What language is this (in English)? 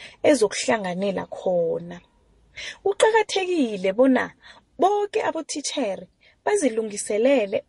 South Ndebele